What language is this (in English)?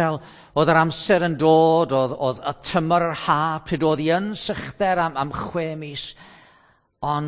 Welsh